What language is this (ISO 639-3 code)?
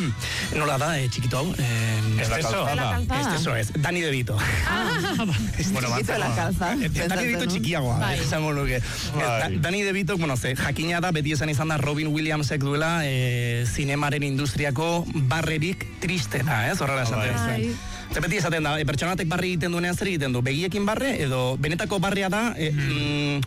eus